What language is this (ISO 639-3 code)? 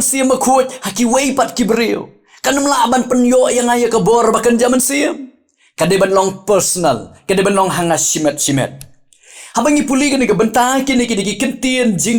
kha